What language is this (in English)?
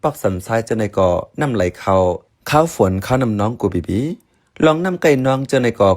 Shan